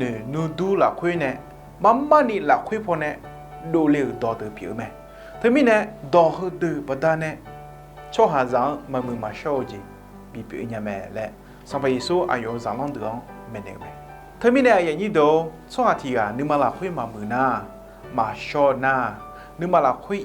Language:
Akha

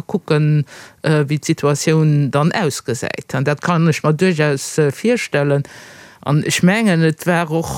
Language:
Luxembourgish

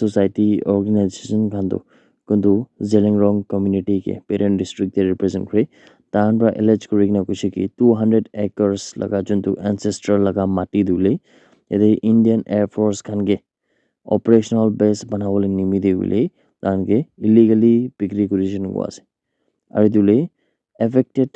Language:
Naga Pidgin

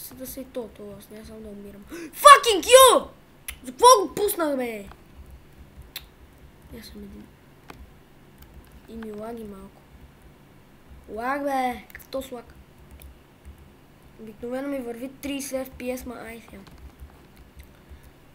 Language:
Bulgarian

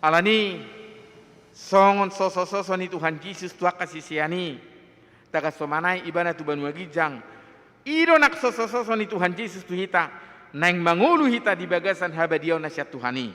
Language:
Batak Toba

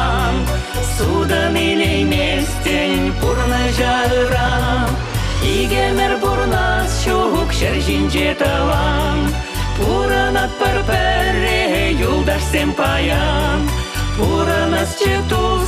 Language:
Chuvash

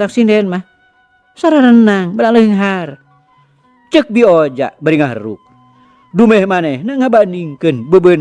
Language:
Sundanese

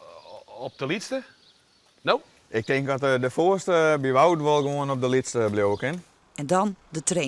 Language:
Western Frisian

